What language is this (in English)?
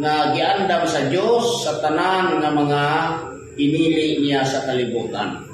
Cebuano